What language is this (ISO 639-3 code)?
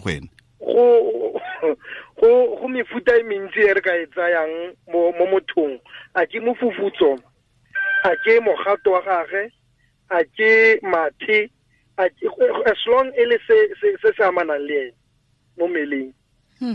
tsn